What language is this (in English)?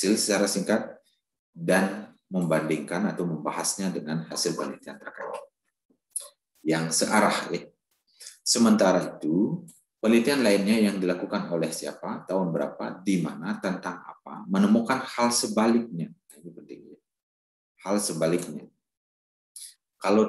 Indonesian